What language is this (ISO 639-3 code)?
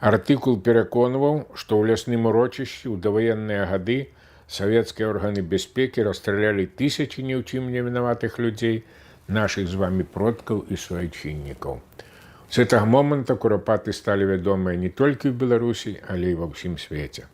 bel